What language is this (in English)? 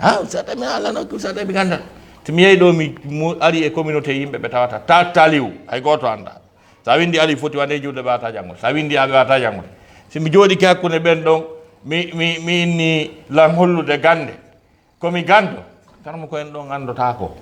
Fula